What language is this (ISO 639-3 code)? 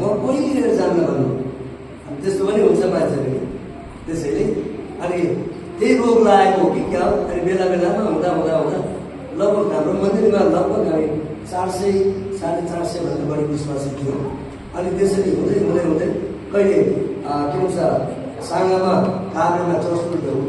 nep